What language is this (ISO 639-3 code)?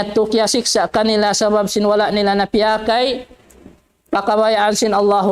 tsg